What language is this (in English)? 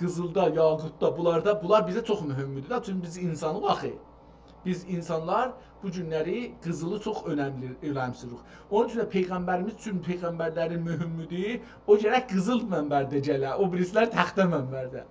South Azerbaijani